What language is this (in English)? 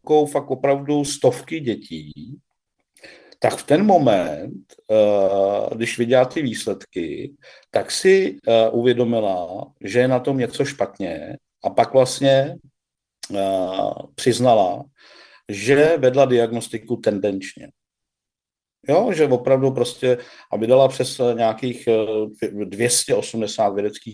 Czech